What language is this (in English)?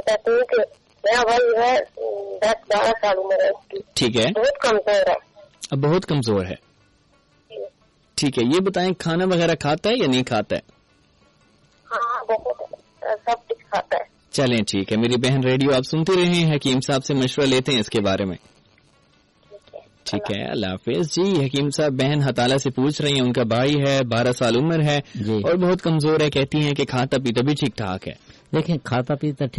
Urdu